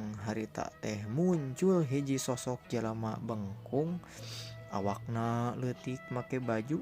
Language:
Sundanese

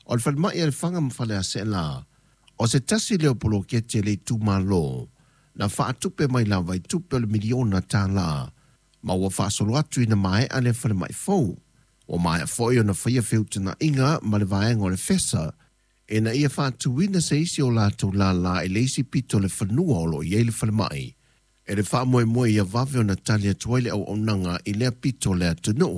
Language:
Samoan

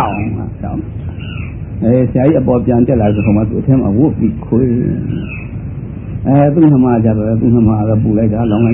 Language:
Burmese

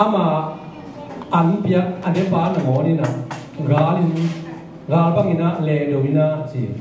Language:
Tedim Chin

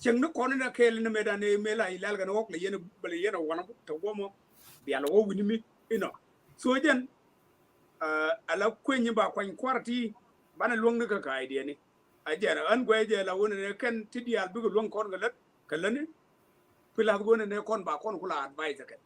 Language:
Nuer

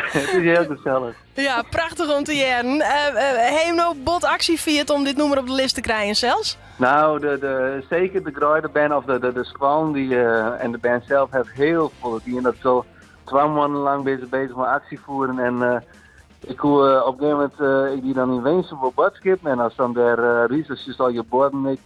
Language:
Western Frisian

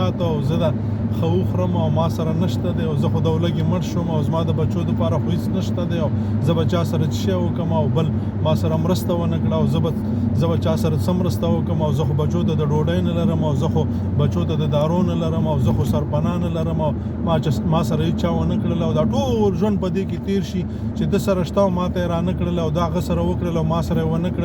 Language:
Pashto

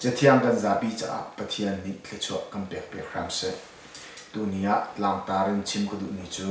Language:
Hakha Chin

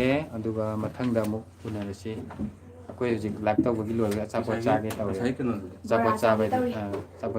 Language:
Manipuri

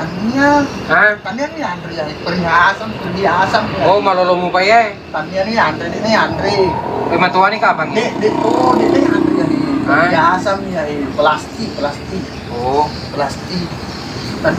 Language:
Buginese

